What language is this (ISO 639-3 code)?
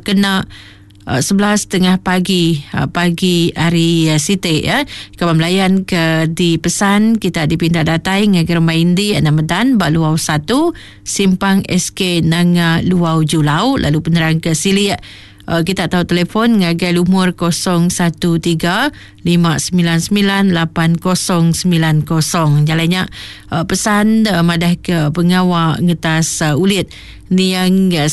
iba